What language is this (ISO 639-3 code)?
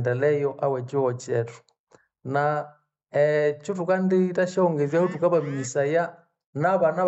nnb